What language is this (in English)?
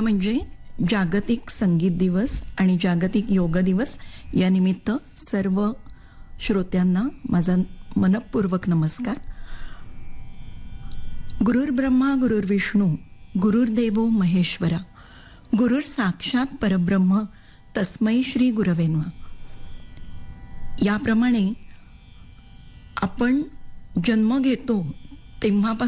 Marathi